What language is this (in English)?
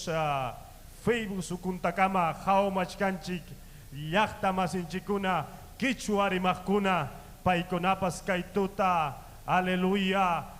Ayacucho Quechua